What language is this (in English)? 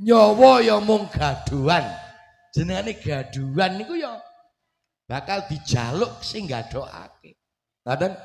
Javanese